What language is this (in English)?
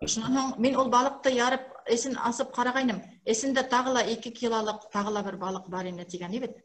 Bashkir